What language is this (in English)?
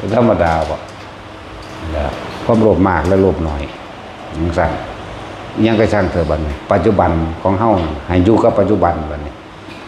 Northeastern Thai